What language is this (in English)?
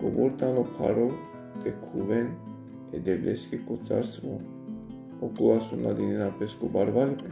Balkan Romani